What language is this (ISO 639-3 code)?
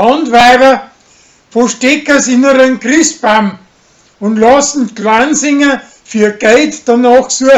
bar